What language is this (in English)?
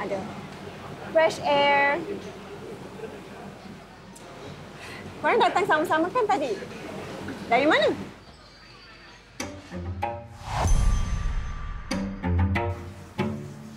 Malay